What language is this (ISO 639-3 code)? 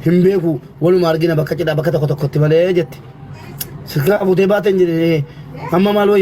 orm